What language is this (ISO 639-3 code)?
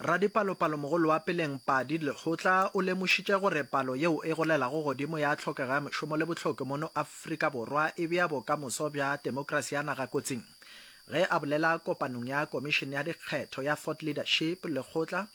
nso